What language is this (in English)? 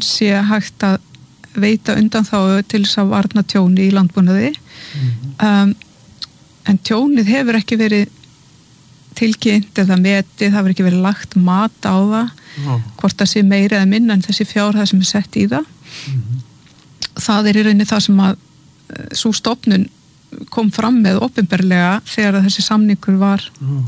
Icelandic